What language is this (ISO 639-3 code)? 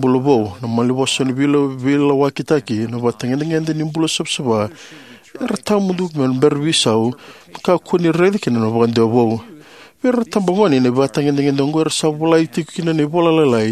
fij